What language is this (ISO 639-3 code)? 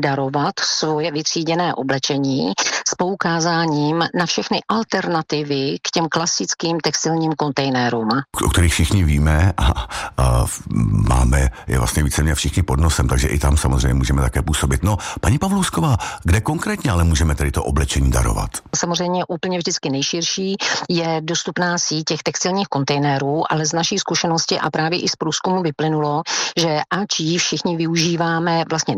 ces